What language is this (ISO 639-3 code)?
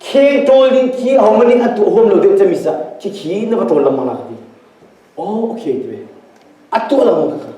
cnh